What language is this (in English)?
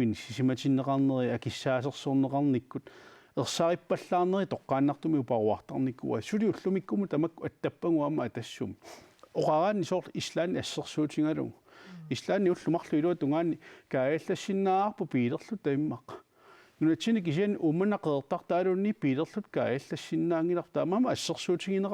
Kalaallisut